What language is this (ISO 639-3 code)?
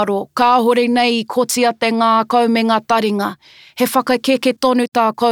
mri